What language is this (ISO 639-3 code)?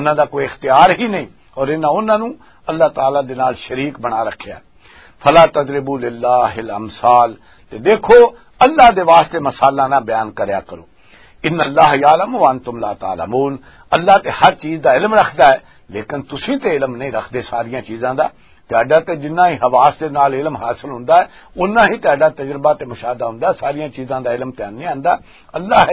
lah